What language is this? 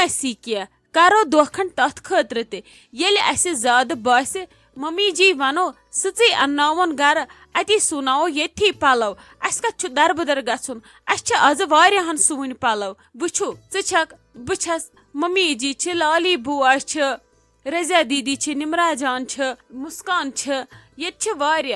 Kashmiri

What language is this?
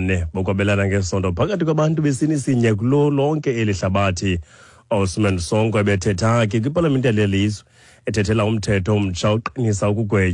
Xhosa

